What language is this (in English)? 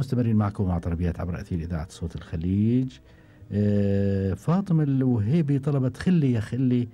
Gulf Arabic